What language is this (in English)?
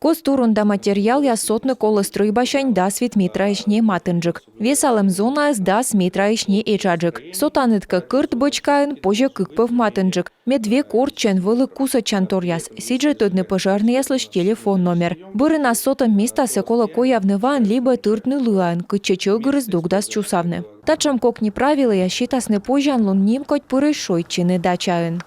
Komi